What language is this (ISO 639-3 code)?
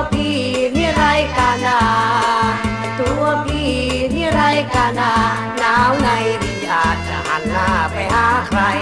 tha